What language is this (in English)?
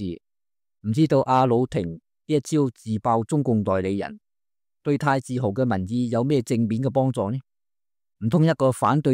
Cantonese